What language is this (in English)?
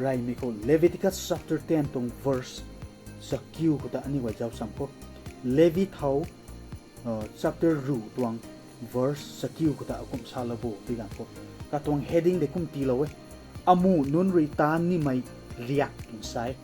Rongmei Naga